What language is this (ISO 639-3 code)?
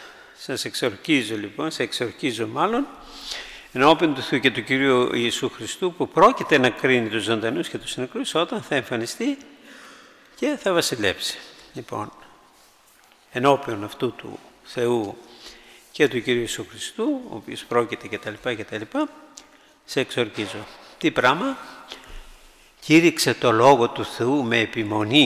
ell